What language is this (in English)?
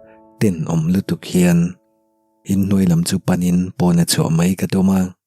Mizo